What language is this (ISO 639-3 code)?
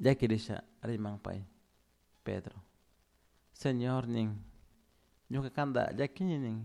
qug